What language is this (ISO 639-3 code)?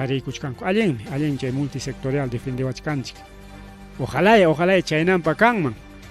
quy